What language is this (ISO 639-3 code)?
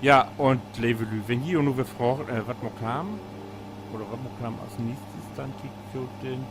nds